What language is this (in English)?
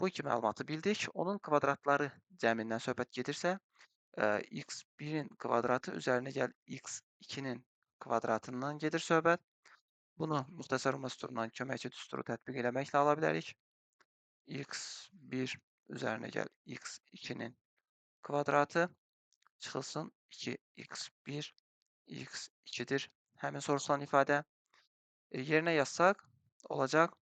Azerbaijani